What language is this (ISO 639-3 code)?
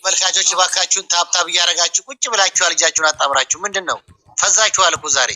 amh